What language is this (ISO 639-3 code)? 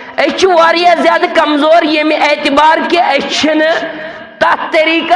kas